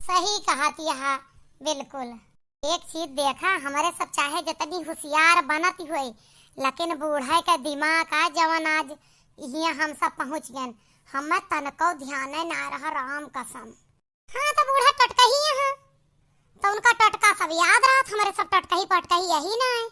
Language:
Awadhi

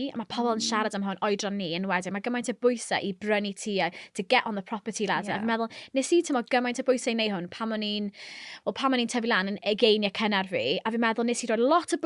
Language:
Welsh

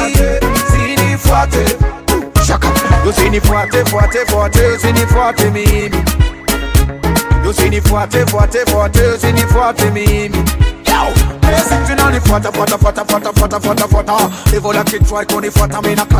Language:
Swahili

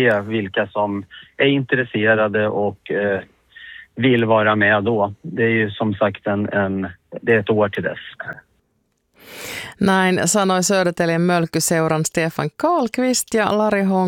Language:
Swedish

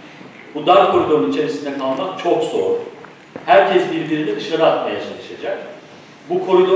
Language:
Turkish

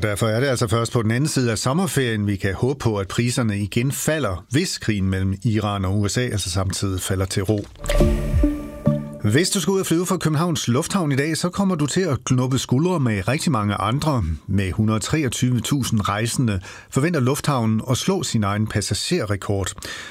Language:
Danish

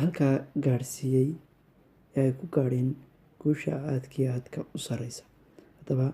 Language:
Somali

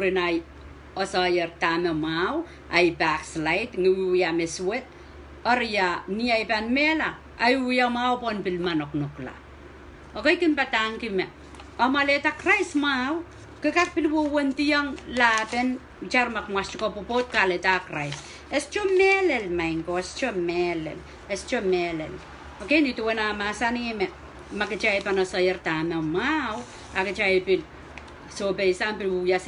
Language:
Pohnpeian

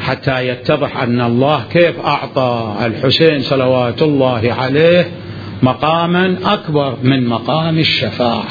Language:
Mesopotamian Arabic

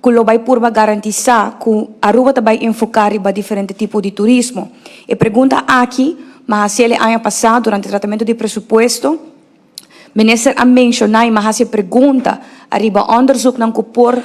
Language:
Papiamento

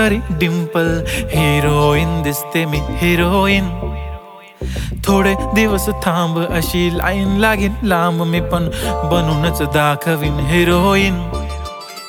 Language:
Marathi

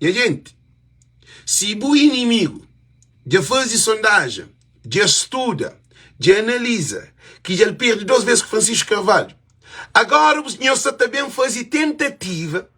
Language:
Kabuverdianu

